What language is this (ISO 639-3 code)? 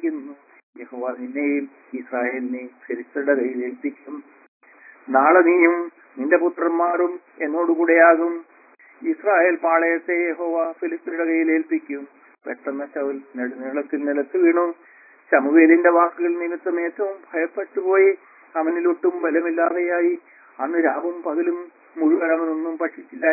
mal